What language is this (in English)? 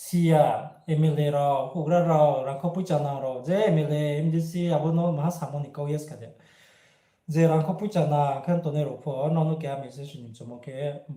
Riang (India)